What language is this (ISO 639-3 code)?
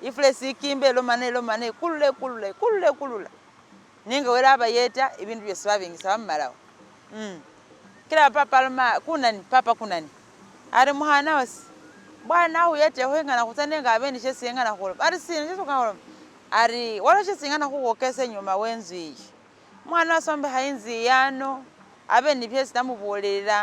myx